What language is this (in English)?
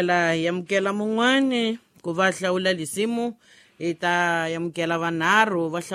Tsonga